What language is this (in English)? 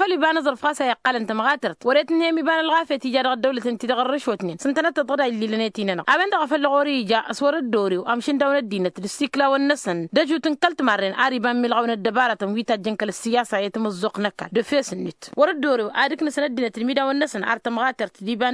Tamasheq